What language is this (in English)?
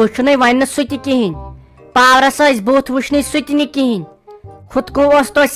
Kashmiri